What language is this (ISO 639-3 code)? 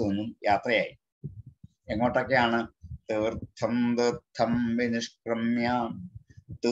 mal